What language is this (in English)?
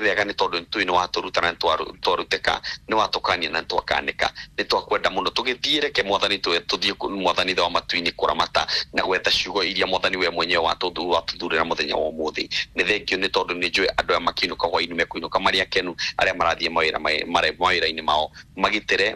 Kikuyu